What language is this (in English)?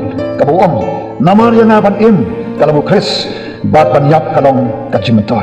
Khasi